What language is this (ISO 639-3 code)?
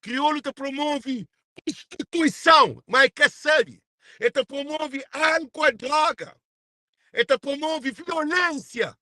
kea